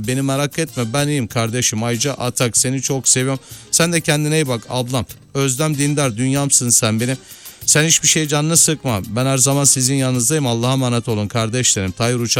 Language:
Turkish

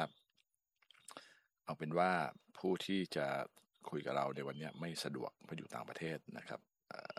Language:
Thai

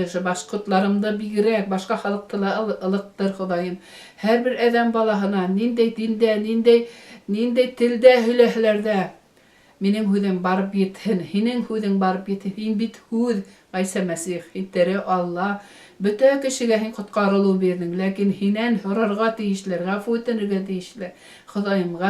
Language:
Bashkir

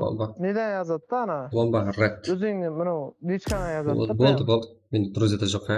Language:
Kara-Kalpak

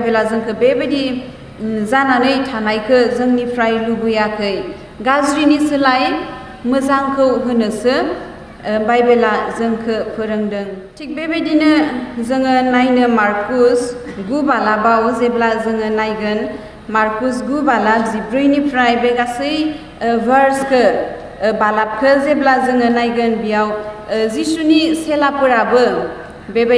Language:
Bodo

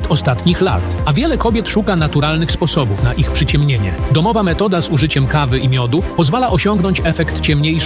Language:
Polish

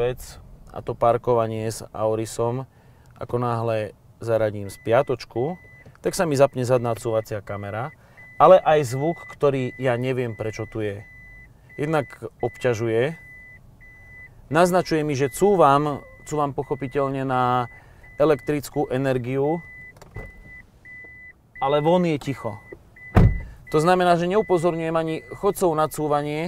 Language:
Slovak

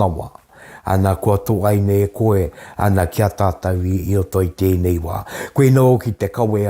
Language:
Māori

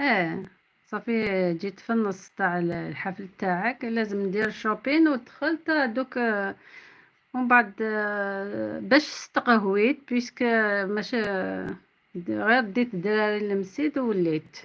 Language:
Algerian Arabic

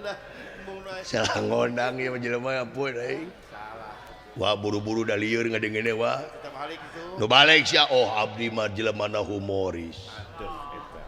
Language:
Sundanese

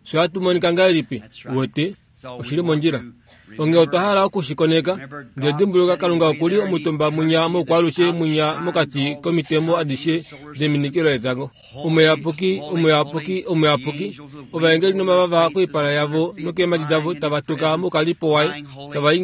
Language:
Kuanyama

